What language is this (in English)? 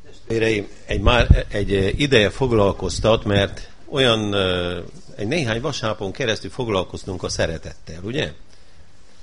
Hungarian